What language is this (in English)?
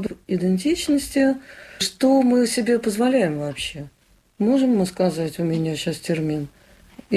Russian